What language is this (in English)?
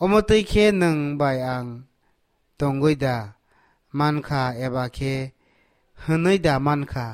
Kok Borok